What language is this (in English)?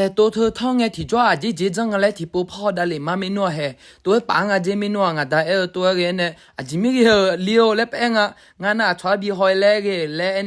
Akha